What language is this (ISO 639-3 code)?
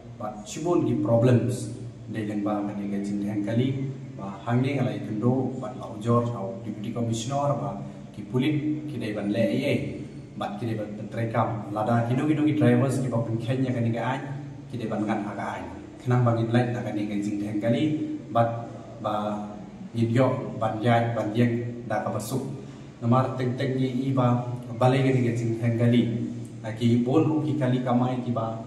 kha